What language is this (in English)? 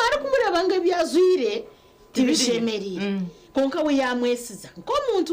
Nyankole